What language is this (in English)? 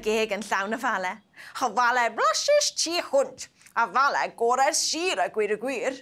Welsh